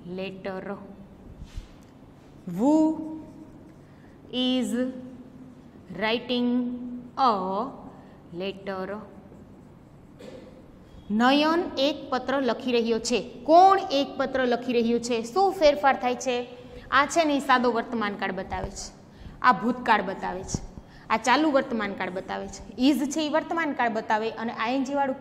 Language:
Gujarati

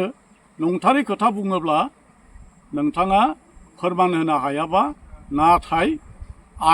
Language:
Bodo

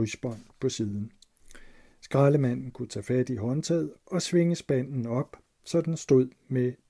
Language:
Danish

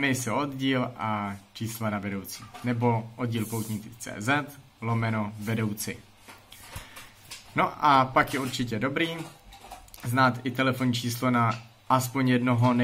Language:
Czech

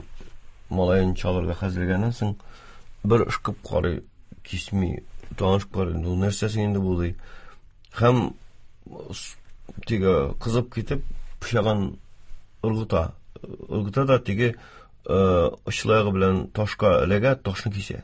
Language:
Tatar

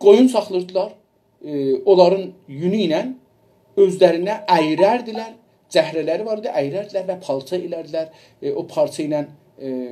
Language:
South Azerbaijani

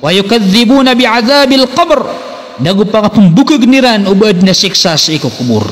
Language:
Maranao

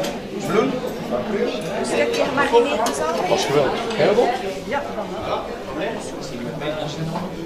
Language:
Dutch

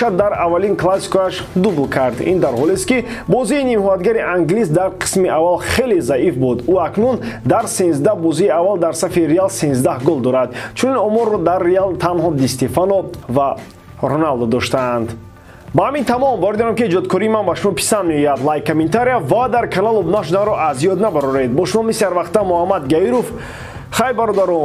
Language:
Tajik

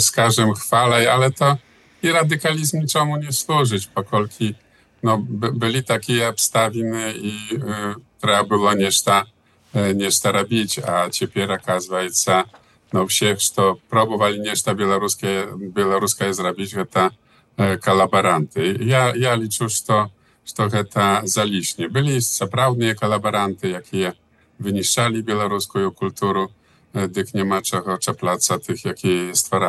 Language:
Belarusian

